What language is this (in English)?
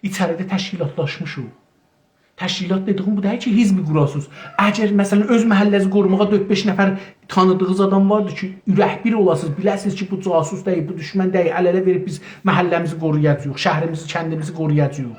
South Azerbaijani